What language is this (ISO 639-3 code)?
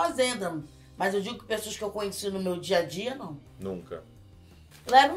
por